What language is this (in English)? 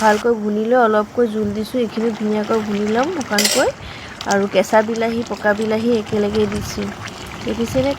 Assamese